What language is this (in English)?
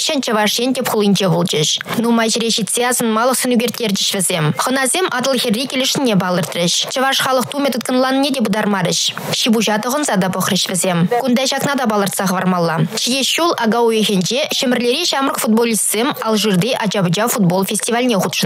Chuvash